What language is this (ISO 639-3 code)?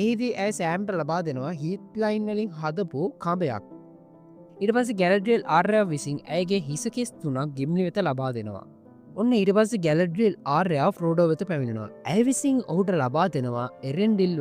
sin